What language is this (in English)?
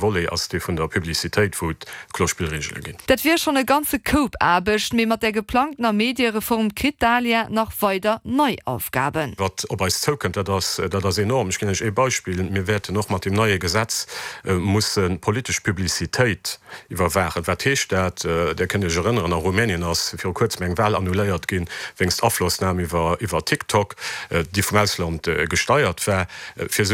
Luxembourgish